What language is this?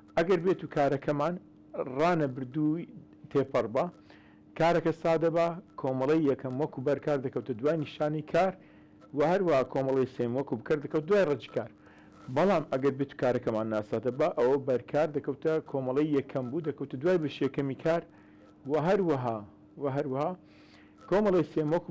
Central Kurdish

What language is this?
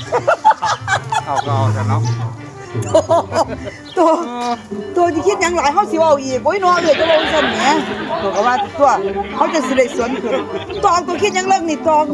Lao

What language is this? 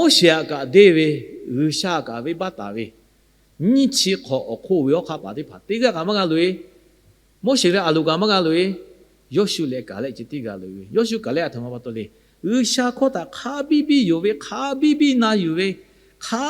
Lahu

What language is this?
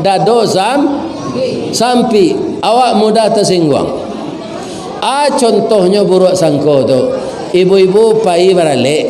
Minangkabau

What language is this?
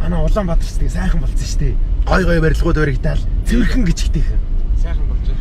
Mongolian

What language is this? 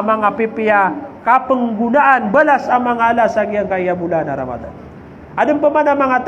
Maranao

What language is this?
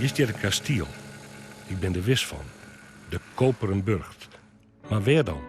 Western Frisian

